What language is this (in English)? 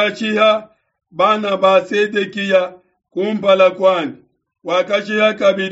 Luba-Lulua